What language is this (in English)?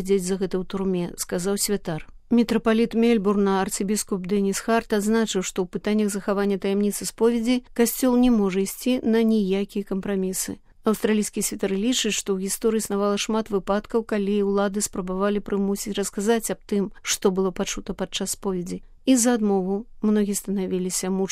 Belarusian